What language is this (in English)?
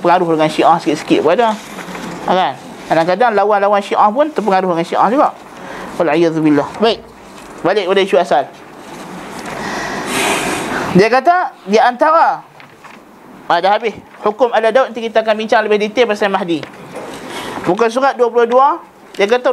Malay